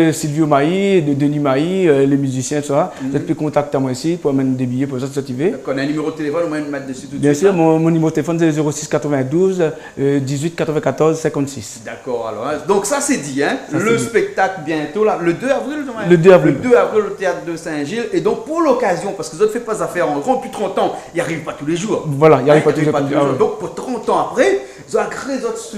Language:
Réunion Creole French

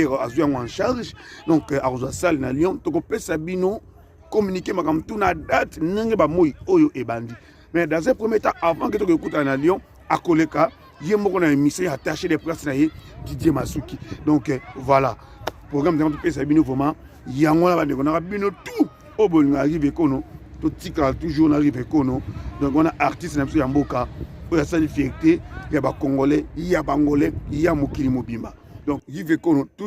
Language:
Lingala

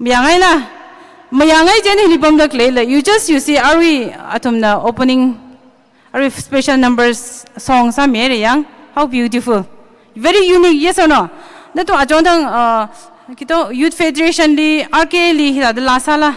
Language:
Tangkhul Naga (India)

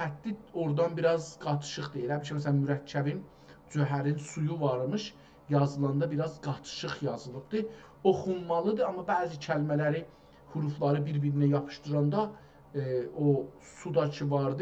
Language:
South Azerbaijani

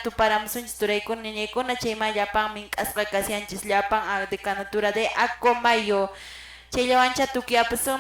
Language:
Quechua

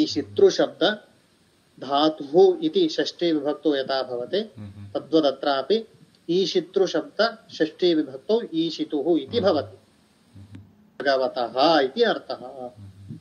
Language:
Sanskrit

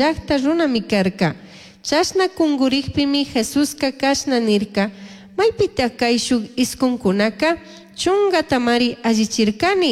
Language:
Chimborazo Highland Quichua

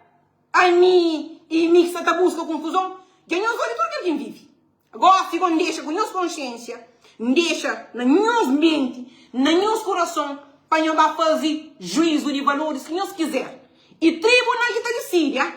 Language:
Kabuverdianu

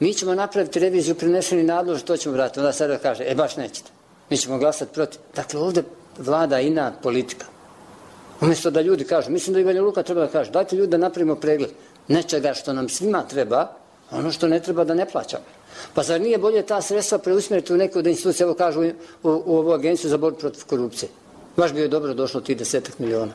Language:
Bosnian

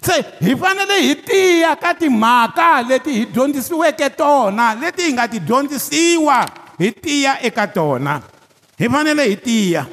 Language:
Tsonga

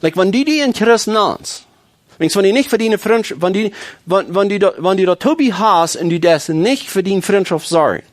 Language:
Plautdietsch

